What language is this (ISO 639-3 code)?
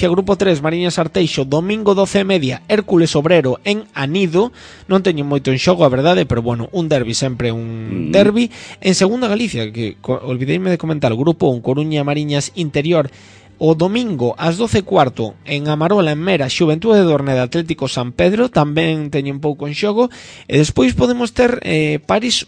glg